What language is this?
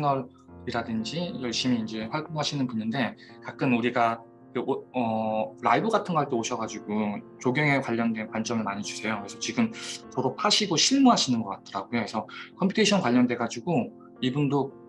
Korean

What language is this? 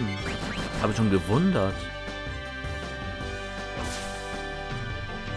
German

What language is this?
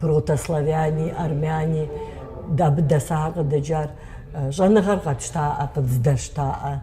Kabardian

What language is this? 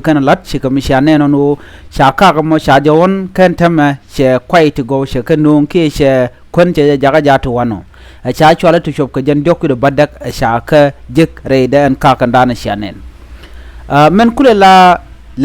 Nuer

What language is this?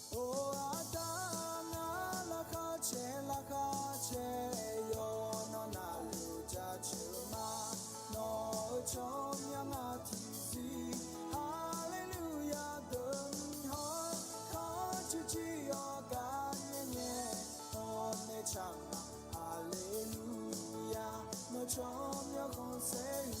Akha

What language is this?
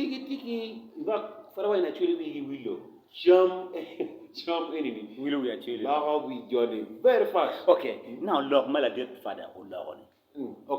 Acoli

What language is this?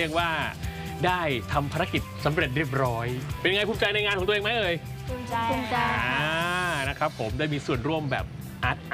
Thai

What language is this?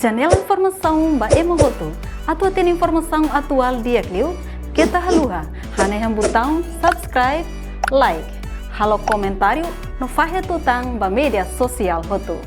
Tetum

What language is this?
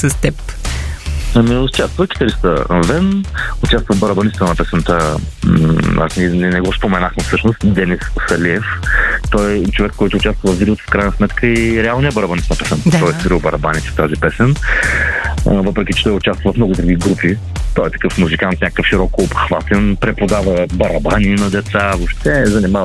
Bulgarian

